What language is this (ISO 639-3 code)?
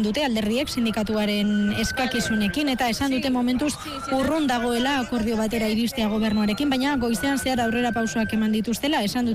eus